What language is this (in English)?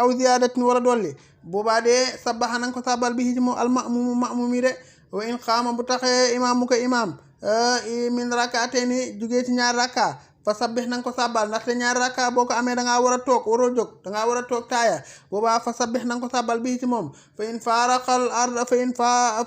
Wolof